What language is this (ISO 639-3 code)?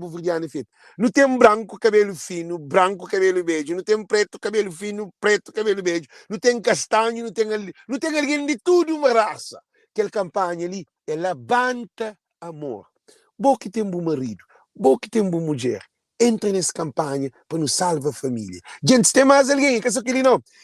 kea